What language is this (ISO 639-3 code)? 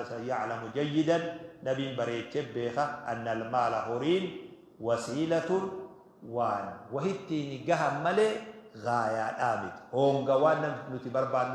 orm